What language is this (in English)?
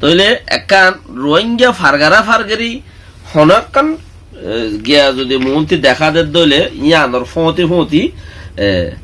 Rohingya